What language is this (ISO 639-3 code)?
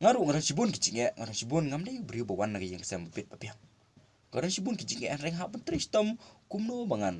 kha